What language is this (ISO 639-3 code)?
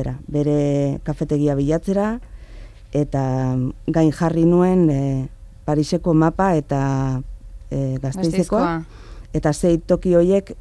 eus